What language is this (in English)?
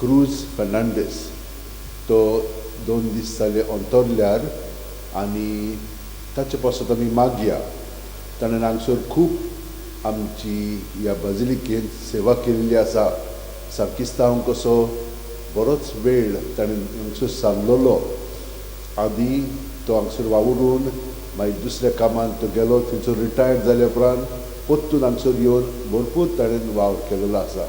Konkani